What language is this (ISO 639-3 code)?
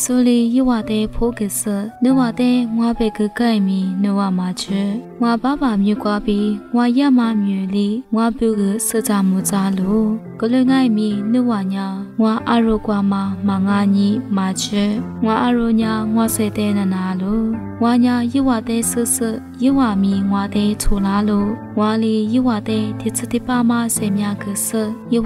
lis